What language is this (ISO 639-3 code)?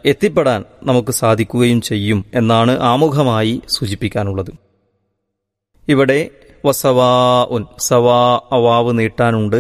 mal